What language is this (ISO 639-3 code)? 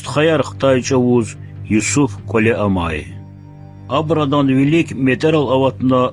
lez